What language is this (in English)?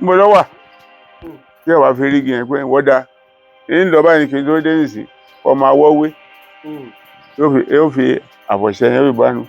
Yoruba